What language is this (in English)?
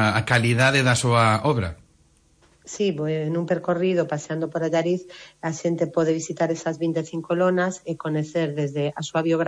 Galician